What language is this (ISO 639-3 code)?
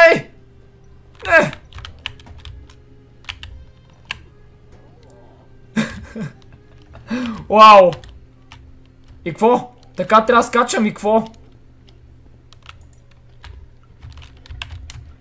bul